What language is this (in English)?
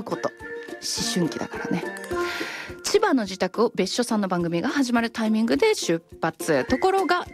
Japanese